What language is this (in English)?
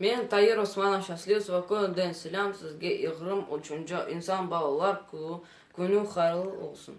Crimean Tatar